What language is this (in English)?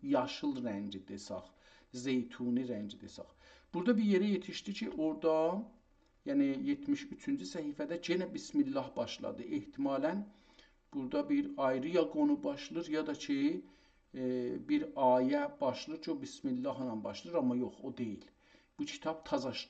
South Azerbaijani